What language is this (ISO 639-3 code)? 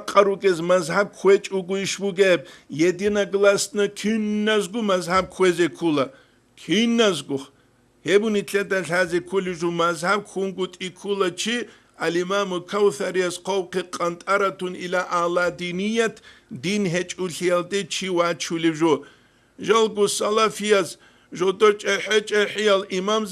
ava